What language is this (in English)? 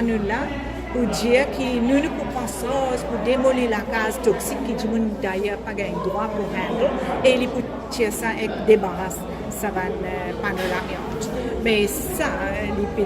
Morisyen